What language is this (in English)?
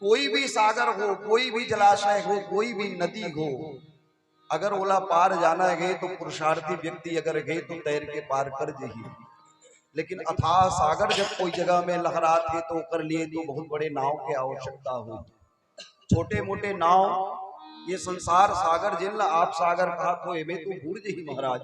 Chhattisgarhi